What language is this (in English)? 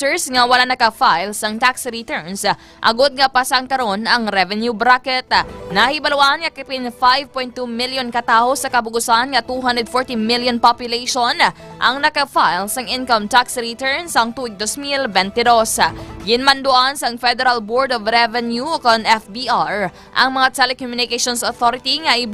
Hiligaynon